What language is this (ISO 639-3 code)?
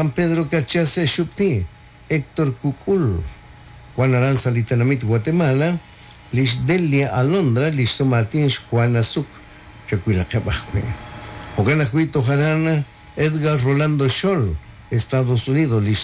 kek